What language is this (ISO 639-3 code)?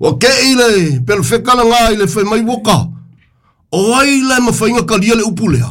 smo